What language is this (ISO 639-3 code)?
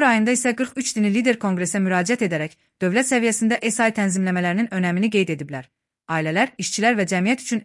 aze